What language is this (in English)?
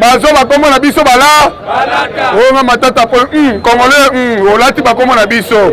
Lingala